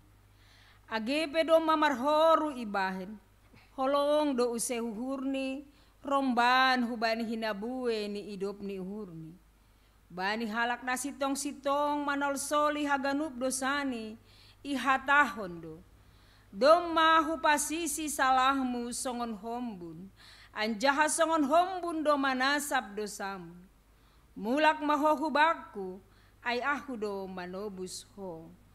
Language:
Batak Simalungun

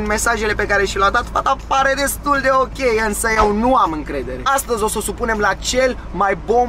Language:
Romanian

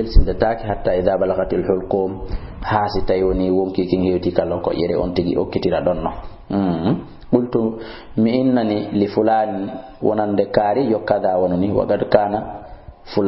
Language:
Fula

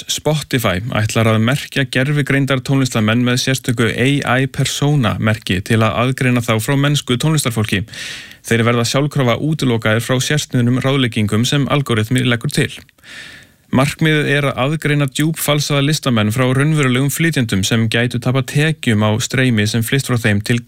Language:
Icelandic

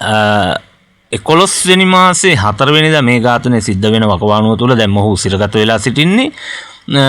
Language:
Sinhala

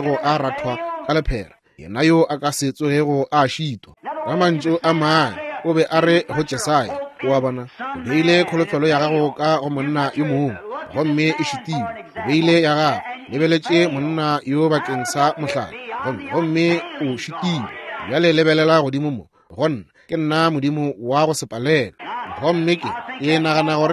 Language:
Northern Sotho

